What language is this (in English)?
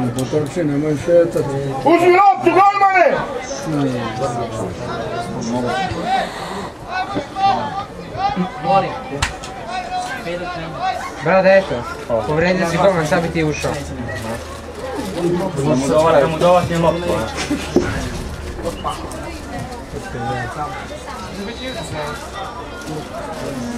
Serbian